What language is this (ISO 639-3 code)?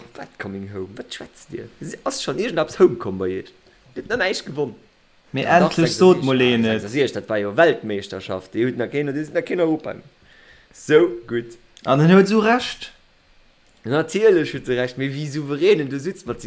ltz